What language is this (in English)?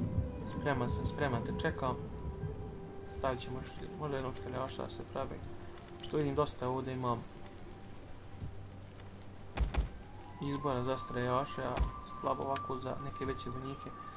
Croatian